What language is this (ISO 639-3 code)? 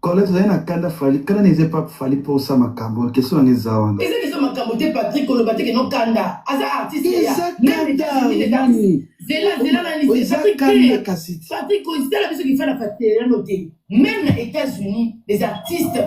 lin